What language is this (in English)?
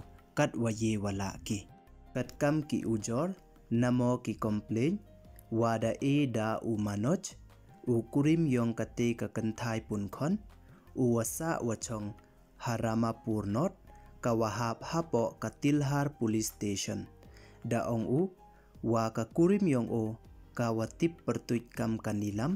Pnar